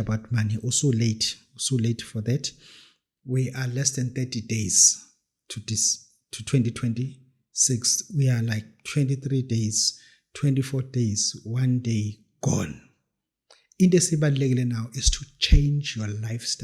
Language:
Zulu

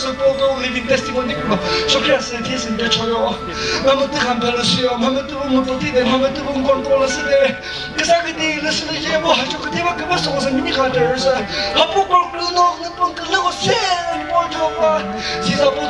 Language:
Chokri Naga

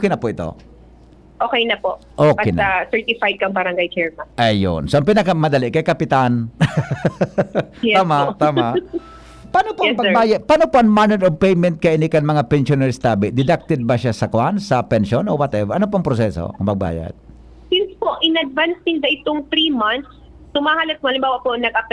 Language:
Bikol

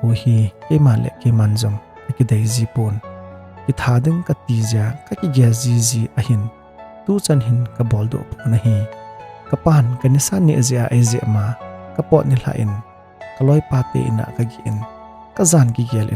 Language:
Thado Chin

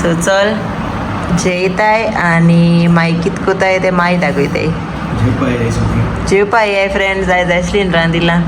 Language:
Konkani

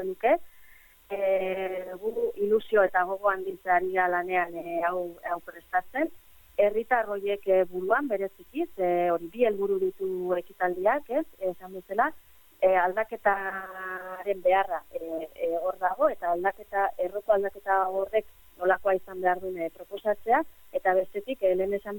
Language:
Basque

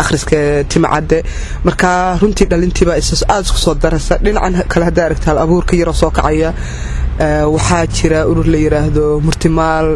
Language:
Somali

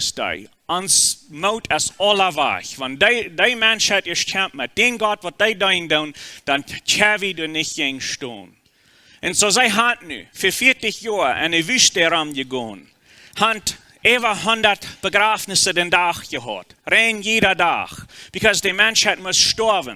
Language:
Plautdietsch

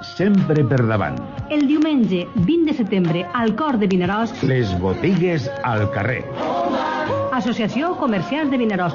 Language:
Catalan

